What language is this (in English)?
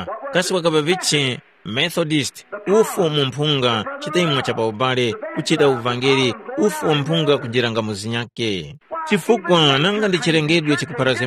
Tumbuka